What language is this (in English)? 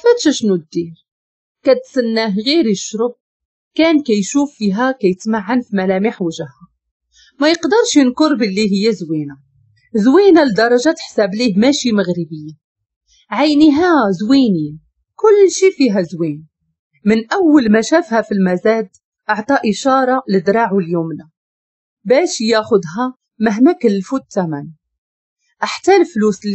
Moroccan Arabic